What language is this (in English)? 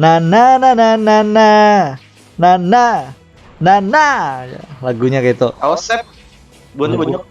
Banjar